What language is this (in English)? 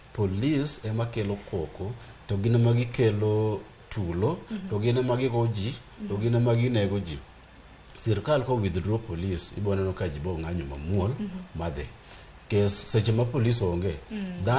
Luo (Kenya and Tanzania)